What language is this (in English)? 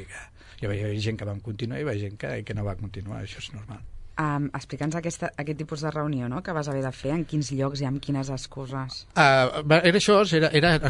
Catalan